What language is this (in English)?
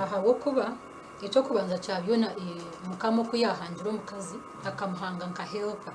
Nyankole